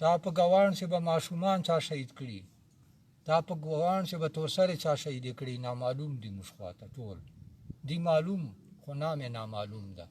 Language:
Pashto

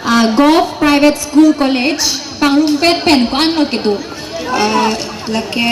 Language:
Karbi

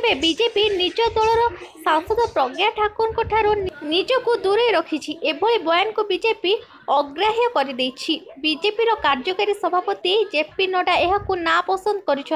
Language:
Odia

